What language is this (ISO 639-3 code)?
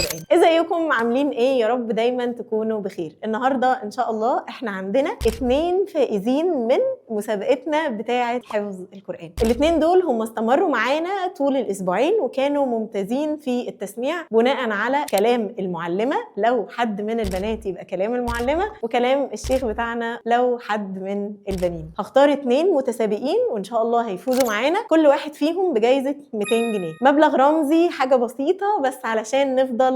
arz